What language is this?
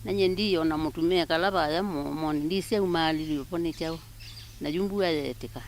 Kamba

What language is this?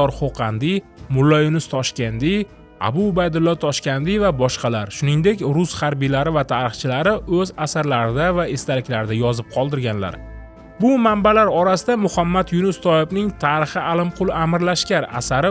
Uzbek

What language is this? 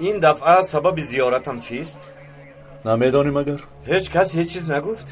Tajik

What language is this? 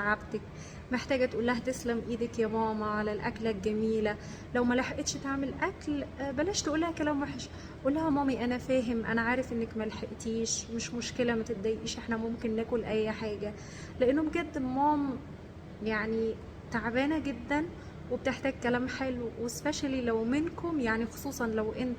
Egyptian Arabic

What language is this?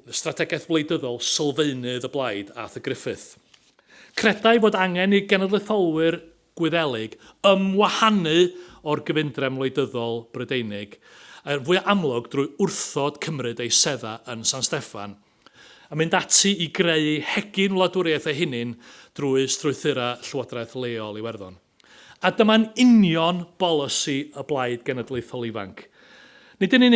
Welsh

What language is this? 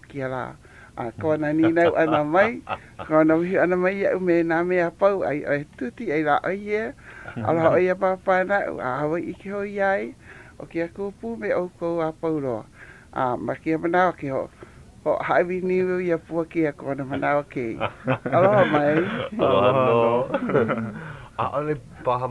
Hawaiian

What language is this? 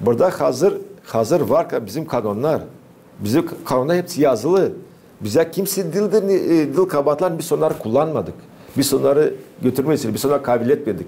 Gagauz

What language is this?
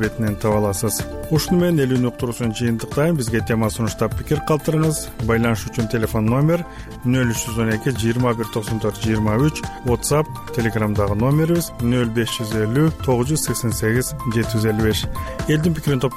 Kyrgyz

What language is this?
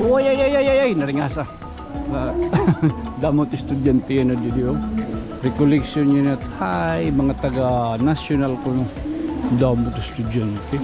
Waray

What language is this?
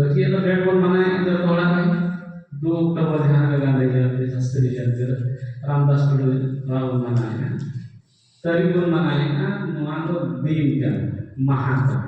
Santali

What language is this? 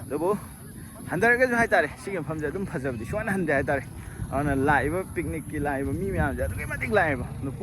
Manipuri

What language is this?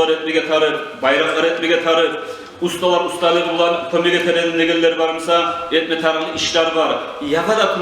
Kumyk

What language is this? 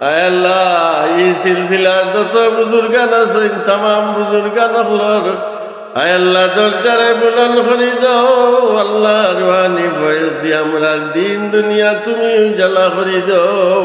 Sylheti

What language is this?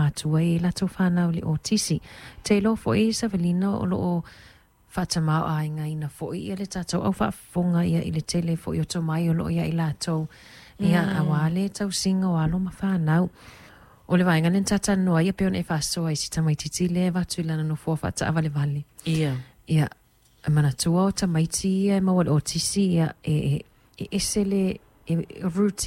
Samoan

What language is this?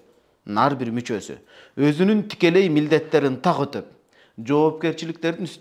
Kyrgyz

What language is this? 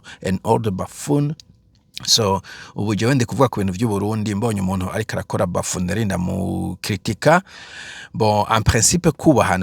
Rundi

